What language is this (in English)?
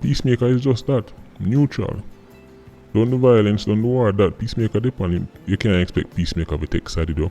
Jamaican Creole English